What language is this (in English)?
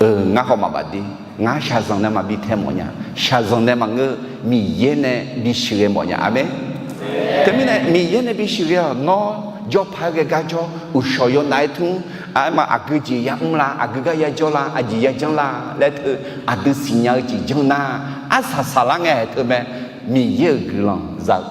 Akha